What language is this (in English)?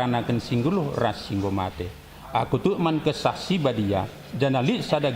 Batak Karo